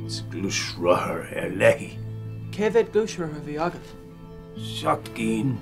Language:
Irish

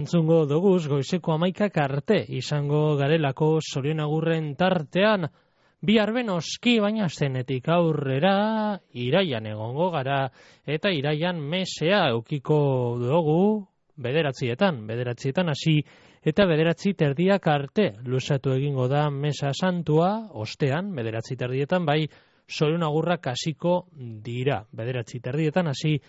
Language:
Basque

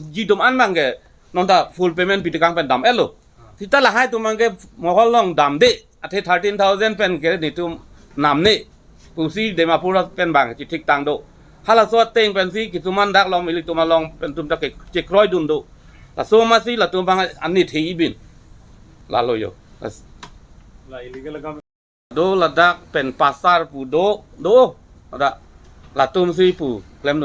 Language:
Karbi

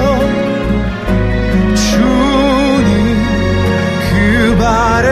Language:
Korean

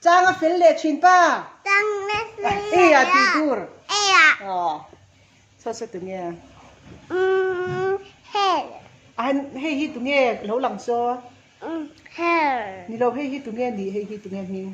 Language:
Mizo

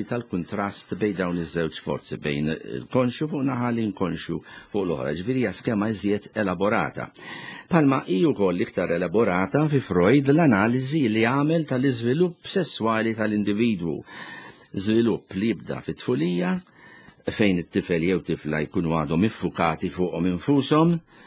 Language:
Maltese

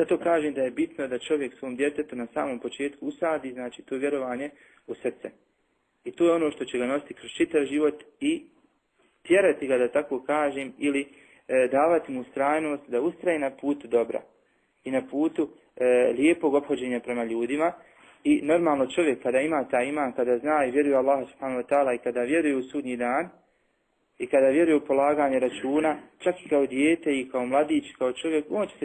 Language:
Bosnian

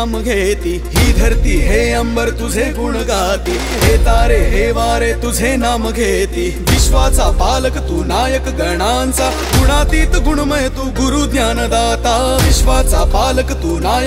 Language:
Marathi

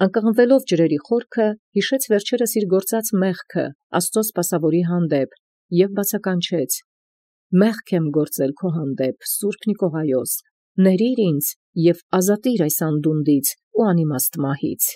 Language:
Armenian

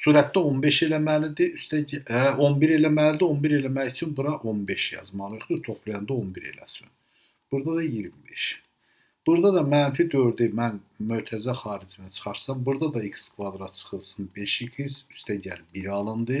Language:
Azerbaijani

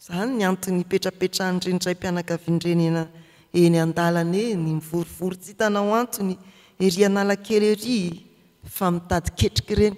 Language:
Malagasy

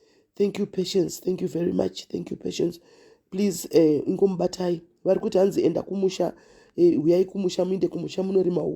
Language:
Shona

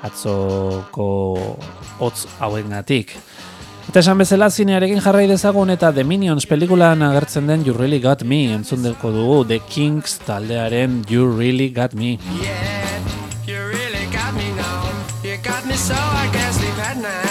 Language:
Basque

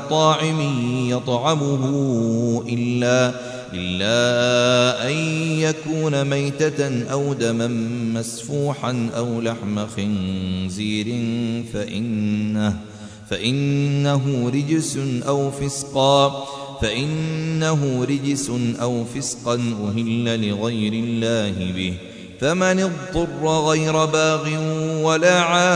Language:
Arabic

